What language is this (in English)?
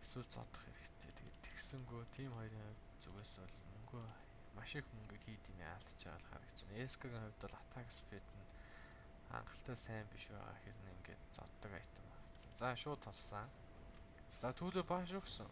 Mongolian